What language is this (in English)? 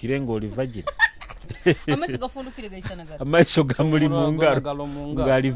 Nyoro